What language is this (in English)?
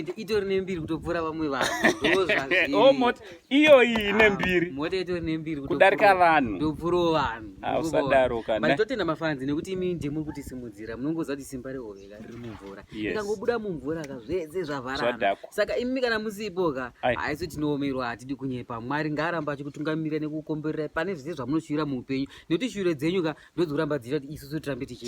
Shona